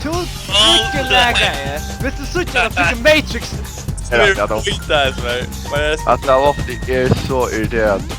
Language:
Faroese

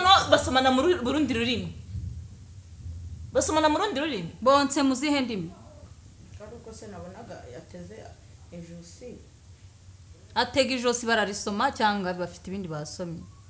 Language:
Kinyarwanda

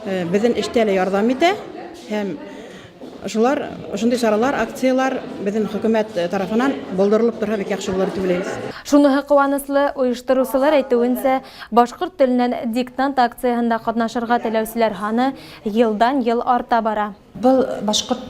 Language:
Bashkir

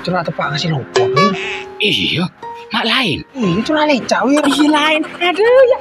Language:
Madurese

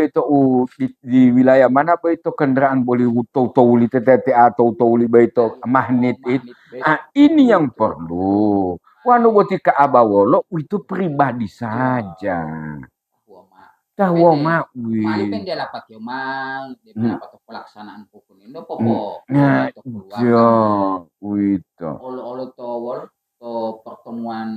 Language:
Gorontalo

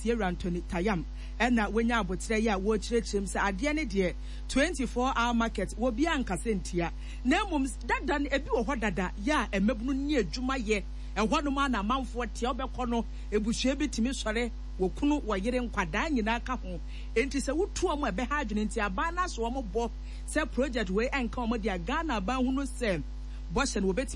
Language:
Akan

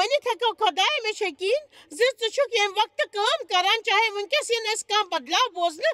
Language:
Kashmiri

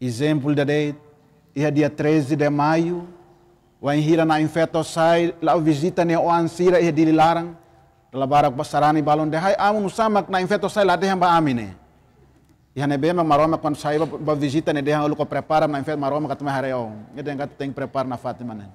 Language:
Tetum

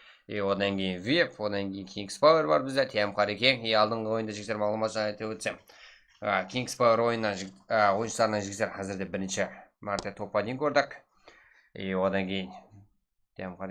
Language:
Kara-Kalpak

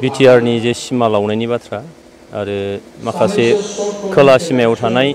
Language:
Bodo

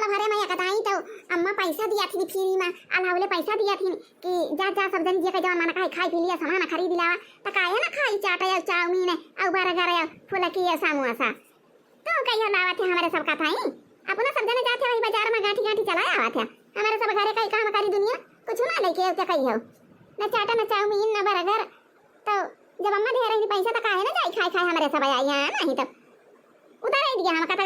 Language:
Awadhi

